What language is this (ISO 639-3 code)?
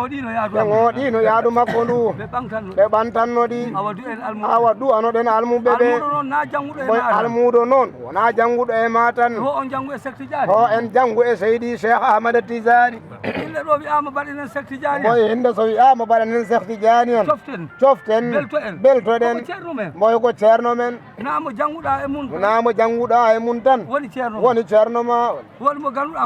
ful